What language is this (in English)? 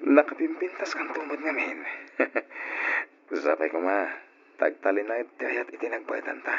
Iloko